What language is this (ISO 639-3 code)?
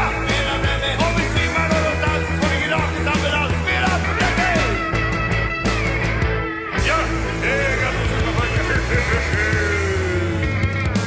swe